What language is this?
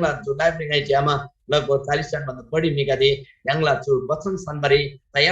Eastern Tamang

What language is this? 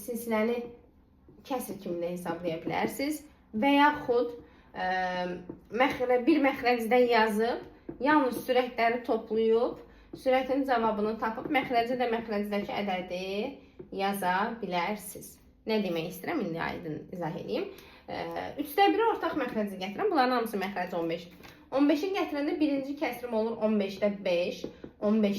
Azerbaijani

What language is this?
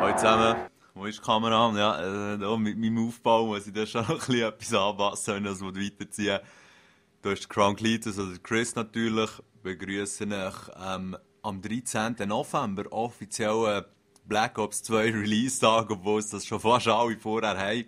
Swiss German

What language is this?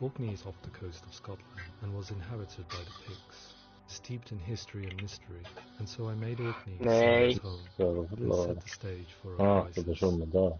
Swiss German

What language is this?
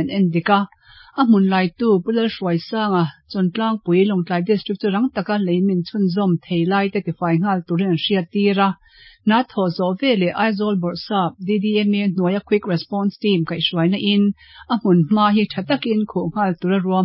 Mizo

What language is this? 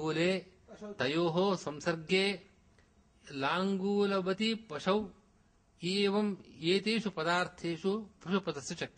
Sanskrit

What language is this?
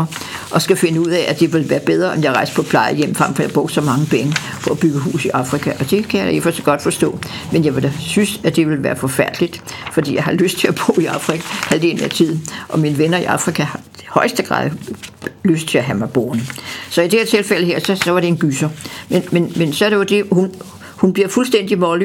Danish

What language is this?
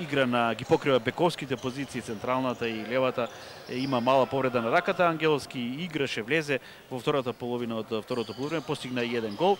Macedonian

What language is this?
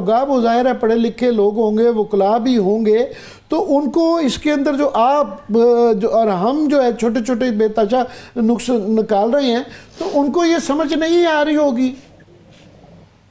Urdu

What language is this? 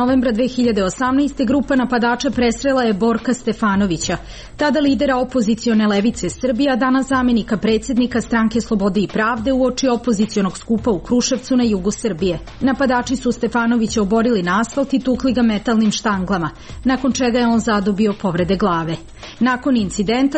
Serbian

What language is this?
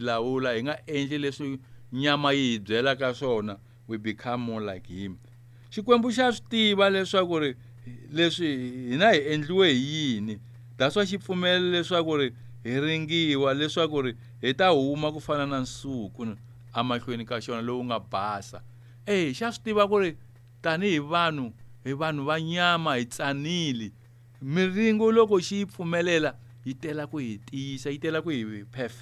Tsonga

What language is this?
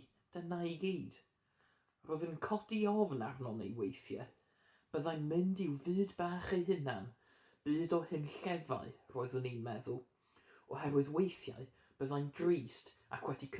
Welsh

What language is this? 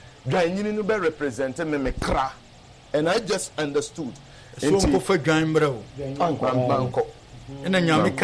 Akan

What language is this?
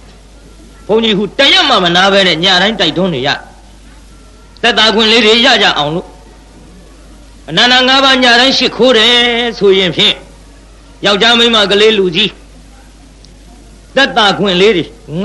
Burmese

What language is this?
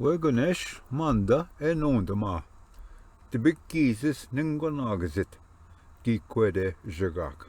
Ojibwa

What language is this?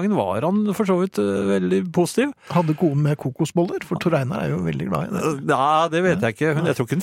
Norwegian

